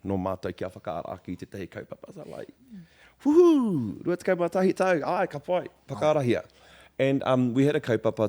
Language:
Māori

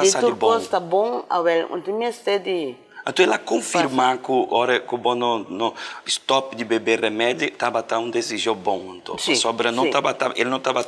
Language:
Papiamento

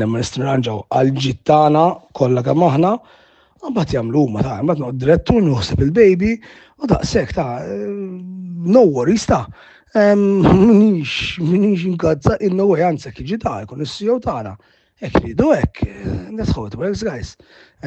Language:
Maltese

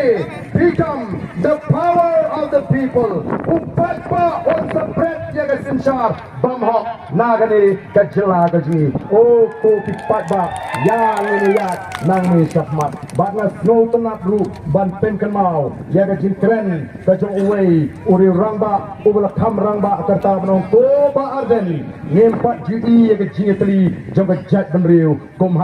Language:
Khasi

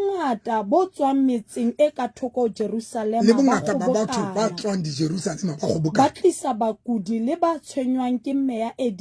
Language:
Southern Sotho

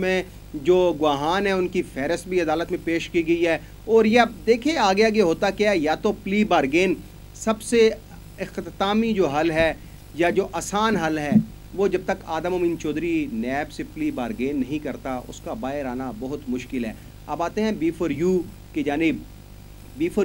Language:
Urdu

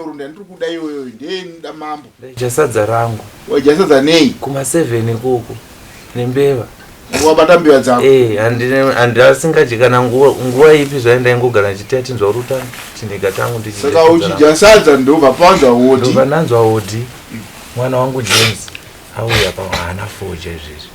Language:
Shona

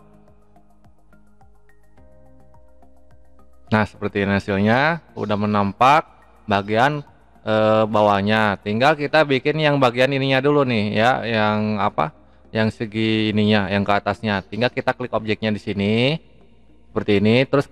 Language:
Indonesian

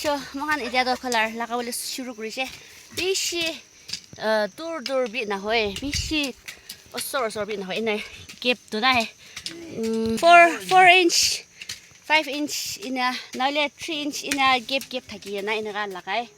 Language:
Naga Pidgin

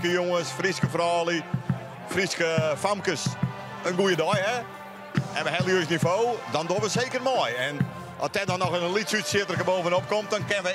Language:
Western Frisian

